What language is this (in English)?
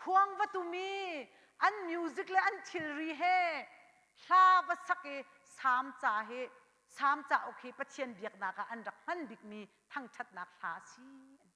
Hakha Chin